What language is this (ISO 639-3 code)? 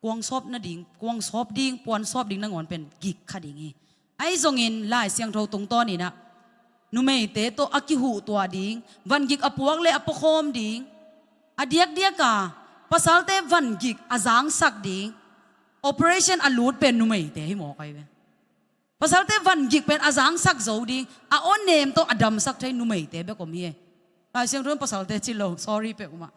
ctd